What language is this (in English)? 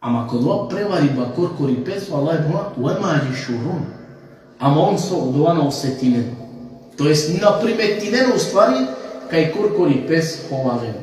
Balkan Romani